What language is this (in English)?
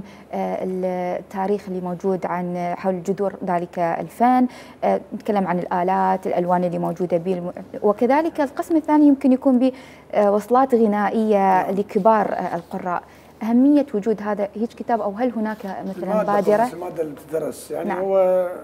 Mesopotamian Arabic